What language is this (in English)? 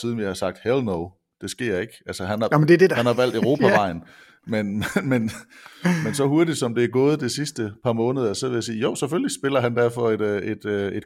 Danish